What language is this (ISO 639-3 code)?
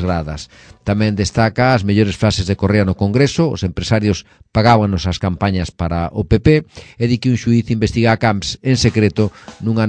glg